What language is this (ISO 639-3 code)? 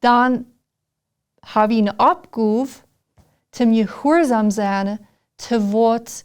pdt